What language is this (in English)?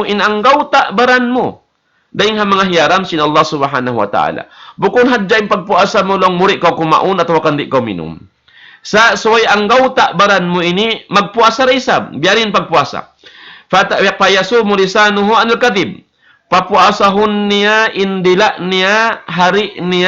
Tausug